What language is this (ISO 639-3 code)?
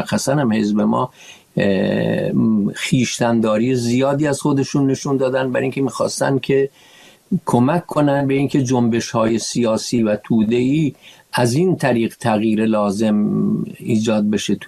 fas